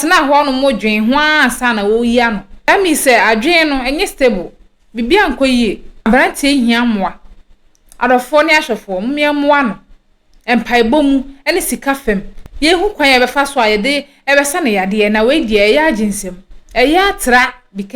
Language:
Akan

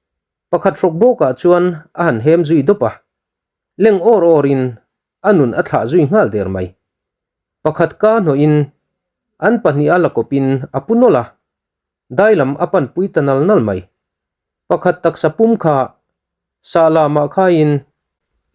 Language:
Mizo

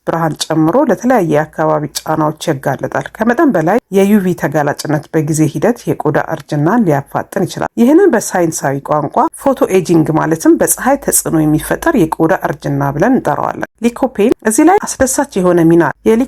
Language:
Amharic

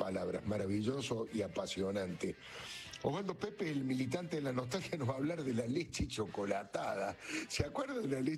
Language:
Spanish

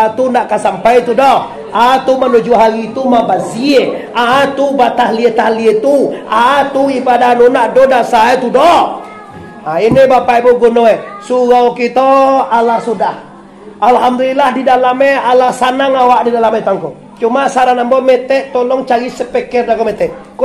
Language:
Minangkabau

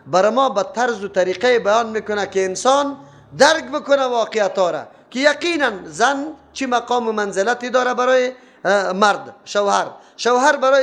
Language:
Persian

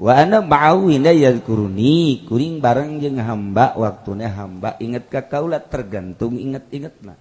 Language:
Sundanese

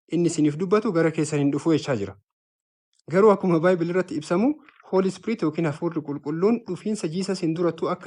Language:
Oromo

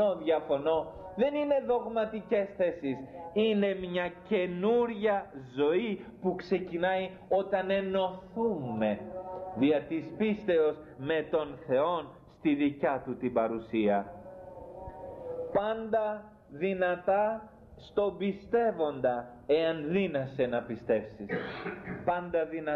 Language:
Greek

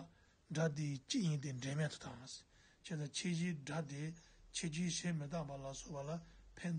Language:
Tibetan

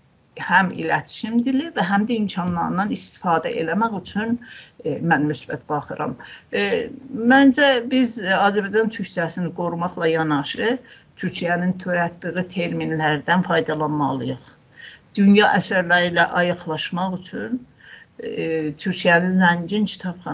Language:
South Azerbaijani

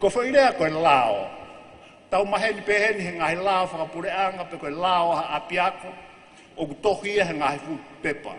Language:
Tongan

